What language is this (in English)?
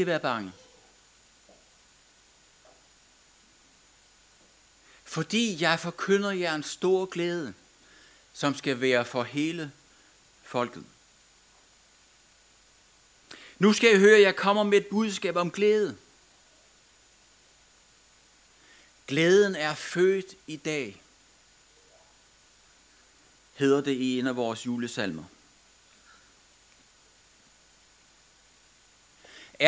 Danish